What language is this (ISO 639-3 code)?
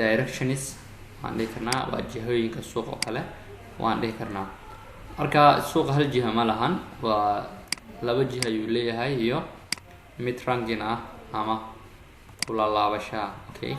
som